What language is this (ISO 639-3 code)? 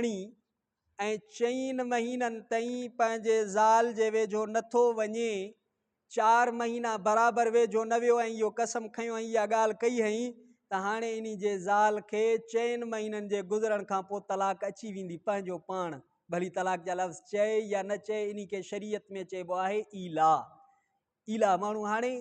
snd